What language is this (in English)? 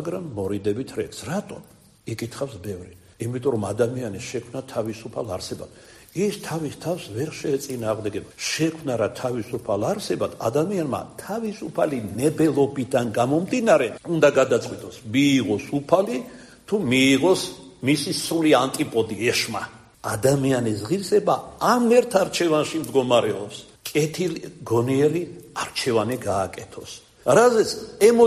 Georgian